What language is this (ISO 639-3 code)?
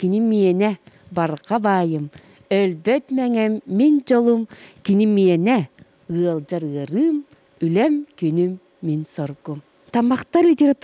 sah